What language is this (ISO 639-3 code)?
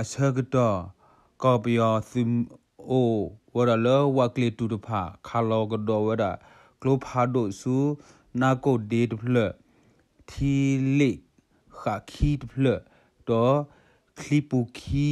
ksw